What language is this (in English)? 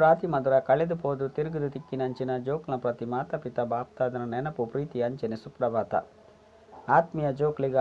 Tulu